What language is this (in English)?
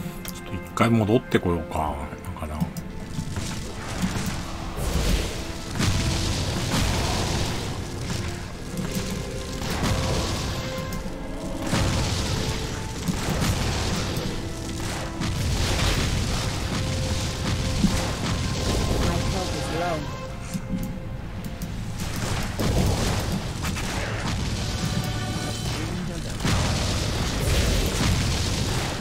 Japanese